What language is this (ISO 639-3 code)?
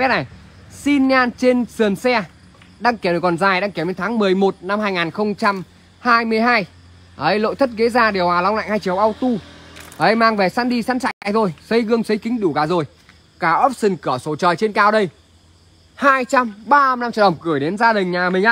vie